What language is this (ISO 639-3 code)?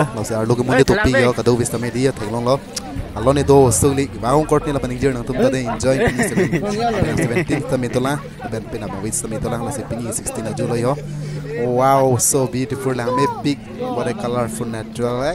mjw